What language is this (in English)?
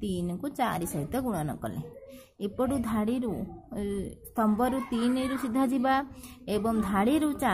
Odia